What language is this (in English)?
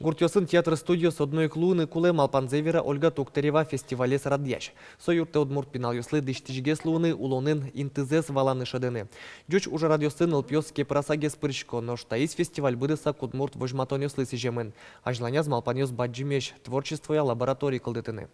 Udmurt